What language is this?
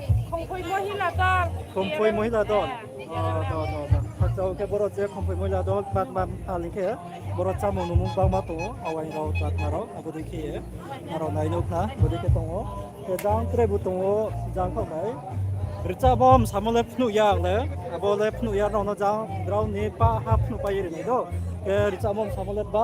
Riang (India)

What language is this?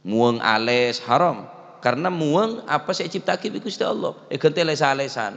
Madurese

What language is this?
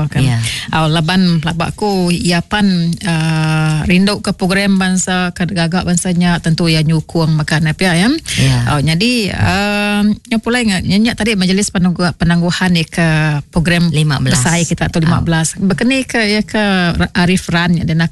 Iban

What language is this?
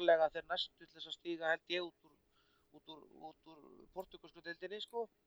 Icelandic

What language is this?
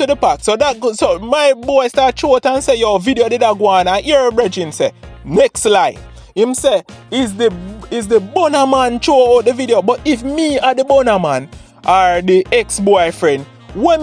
Jamaican Creole English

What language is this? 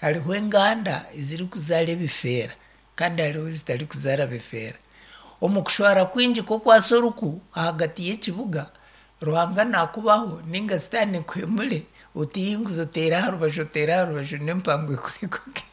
Nyankole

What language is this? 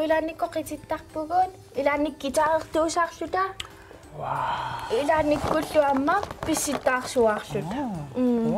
Kalaallisut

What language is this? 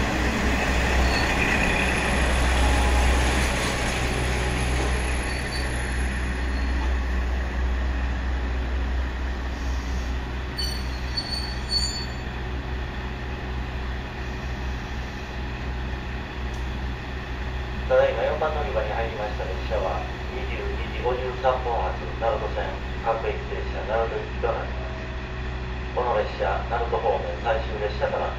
Japanese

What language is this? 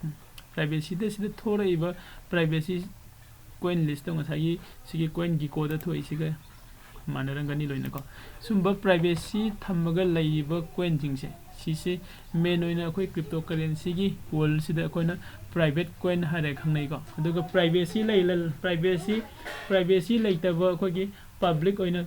Manipuri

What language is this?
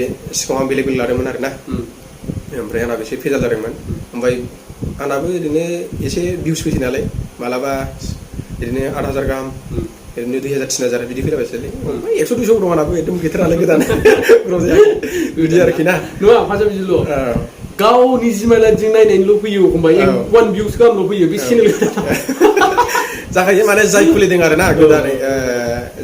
Bodo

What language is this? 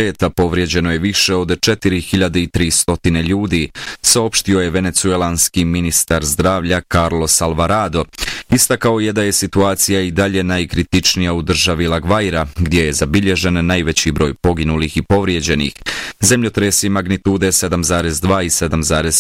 Bosnian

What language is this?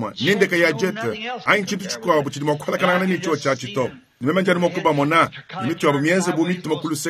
Luba-Lulua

